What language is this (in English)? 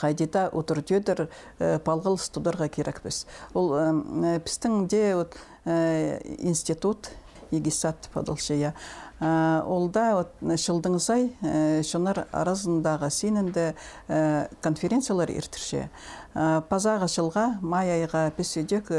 Khakas